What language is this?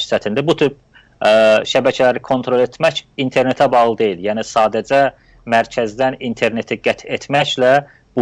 South Azerbaijani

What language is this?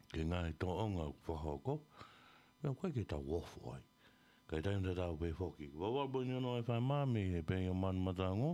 Tongan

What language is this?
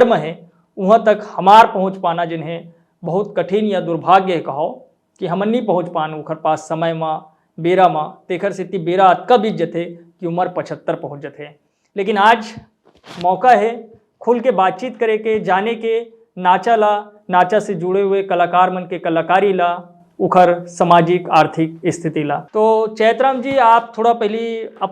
Chhattisgarhi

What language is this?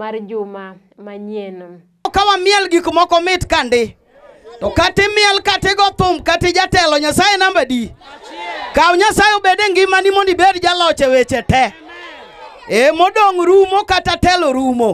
Luo (Kenya and Tanzania)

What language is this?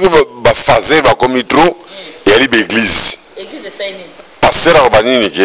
Lingala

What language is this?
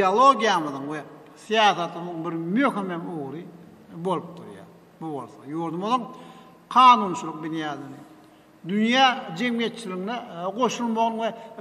Turkmen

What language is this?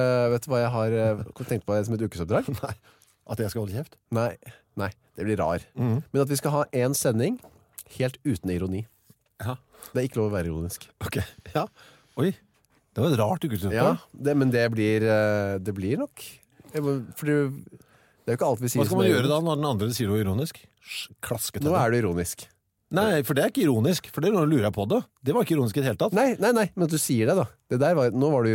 Norwegian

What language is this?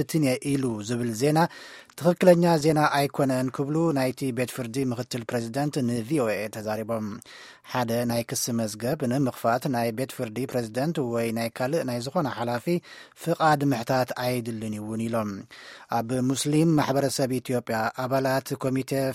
Tigrinya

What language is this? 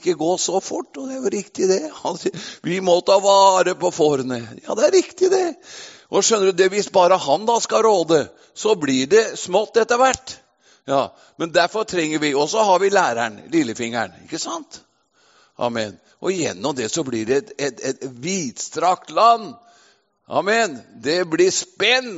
Norwegian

